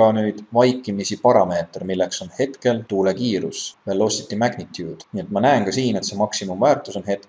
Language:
Estonian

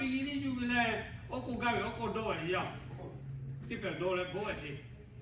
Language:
Lahu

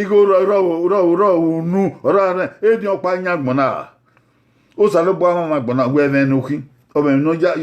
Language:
Bini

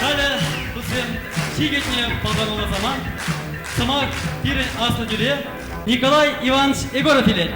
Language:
Chuvash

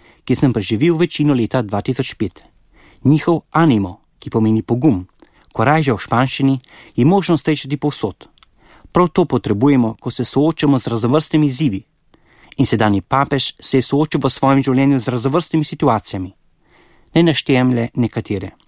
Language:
Slovenian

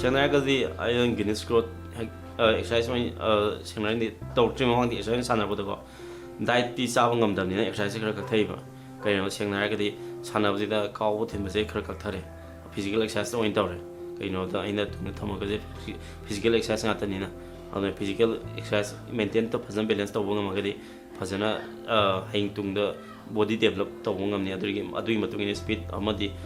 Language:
Manipuri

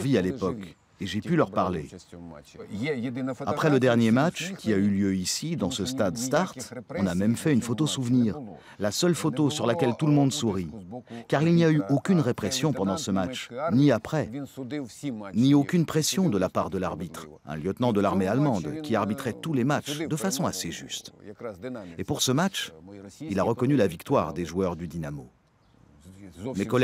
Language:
French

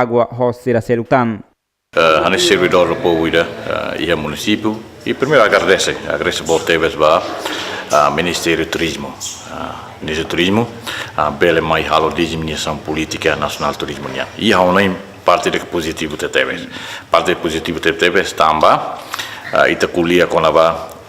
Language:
Tetum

